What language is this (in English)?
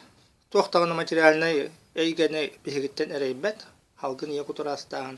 Yakut